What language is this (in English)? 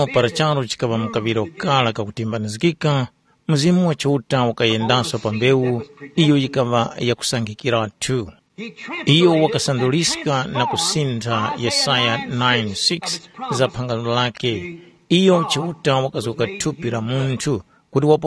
Tumbuka